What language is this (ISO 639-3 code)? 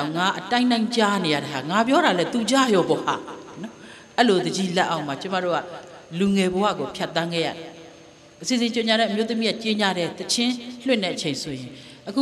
mya